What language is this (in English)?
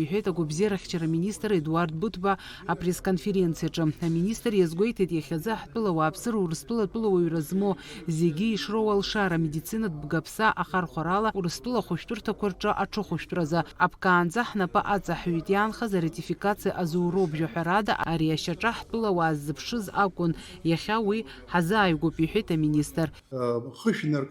Abkhazian